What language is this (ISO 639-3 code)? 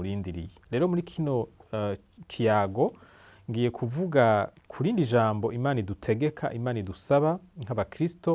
run